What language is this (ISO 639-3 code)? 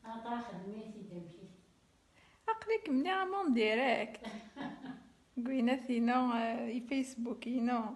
kab